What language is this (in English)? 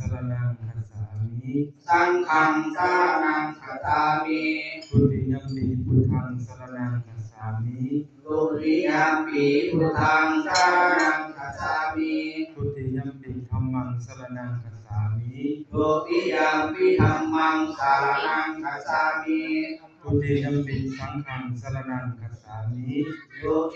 Pali